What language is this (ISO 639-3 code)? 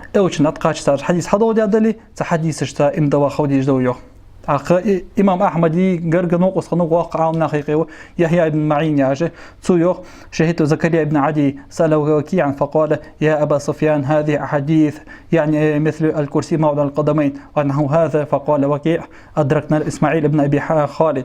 inh